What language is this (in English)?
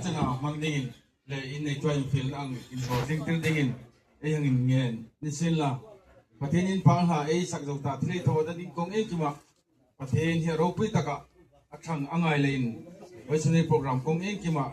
Hmar